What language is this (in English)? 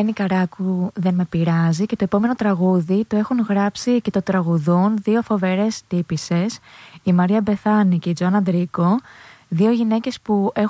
Greek